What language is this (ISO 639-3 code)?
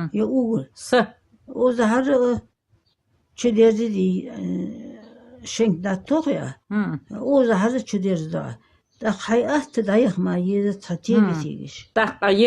inh